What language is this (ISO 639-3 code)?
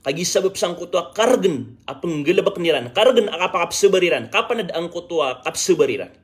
mrw